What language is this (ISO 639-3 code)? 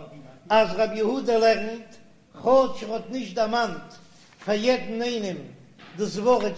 yid